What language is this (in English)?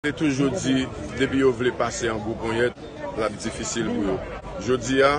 Haitian Creole